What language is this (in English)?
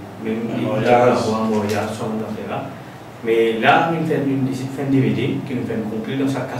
Morisyen